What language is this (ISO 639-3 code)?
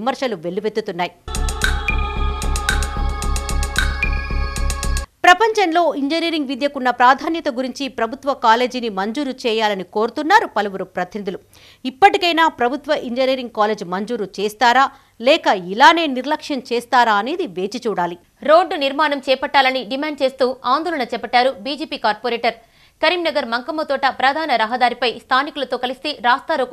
tel